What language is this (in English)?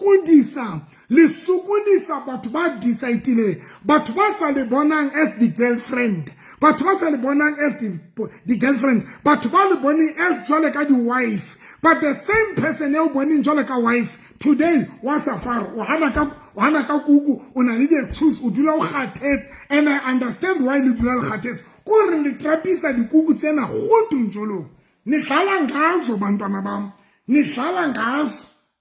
Southern Sotho